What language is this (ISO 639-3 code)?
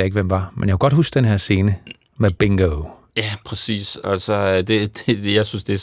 dan